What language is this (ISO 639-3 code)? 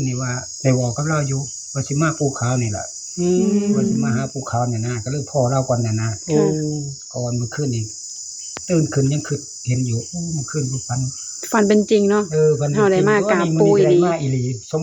tts